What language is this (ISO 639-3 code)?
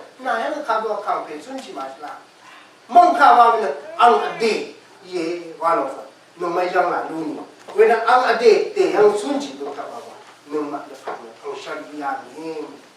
raw